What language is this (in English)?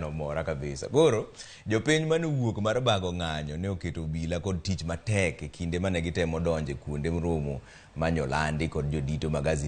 Luo (Kenya and Tanzania)